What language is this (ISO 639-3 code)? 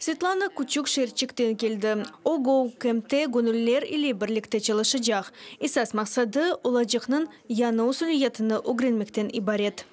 crh